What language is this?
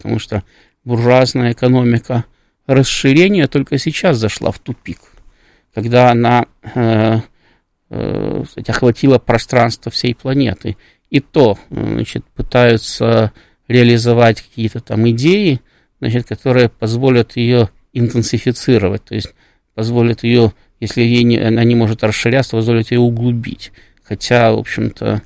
Russian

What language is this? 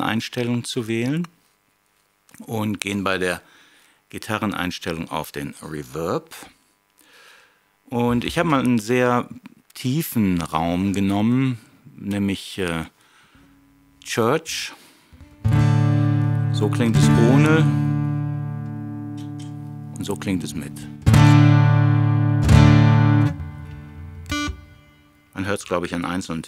German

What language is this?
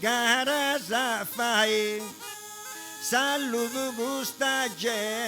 Sardinian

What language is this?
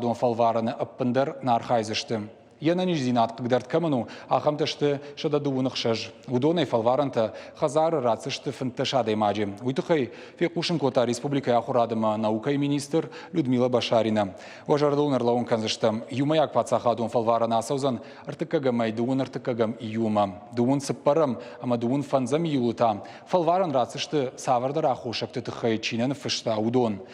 Ossetic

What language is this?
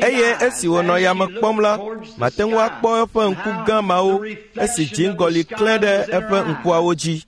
Ewe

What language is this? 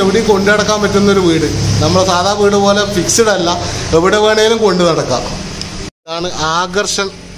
Malayalam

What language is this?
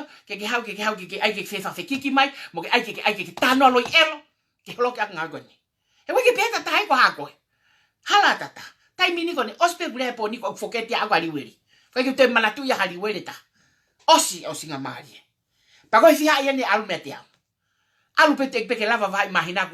Tongan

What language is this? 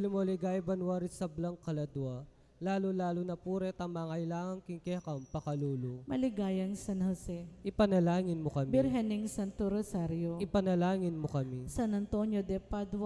Pampanga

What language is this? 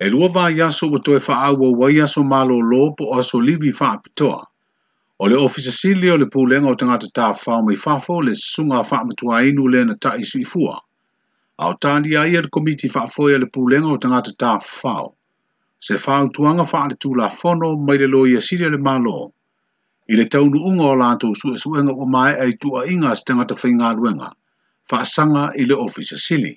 Samoan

